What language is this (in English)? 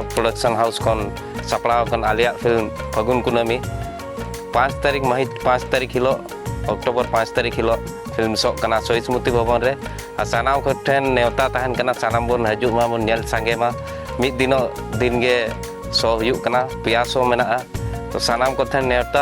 Santali